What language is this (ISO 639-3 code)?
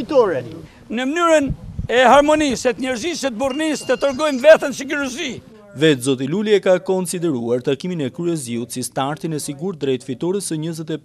sqi